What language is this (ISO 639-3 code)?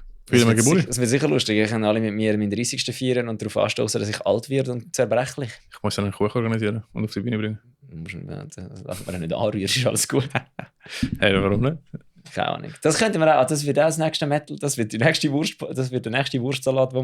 gsw